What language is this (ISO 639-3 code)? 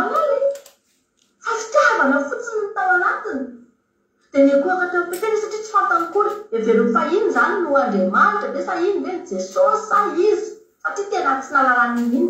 mlg